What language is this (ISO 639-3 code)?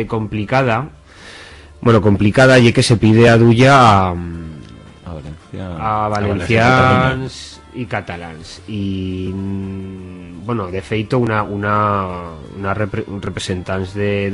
arg